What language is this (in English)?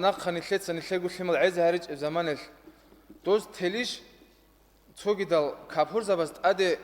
Avaric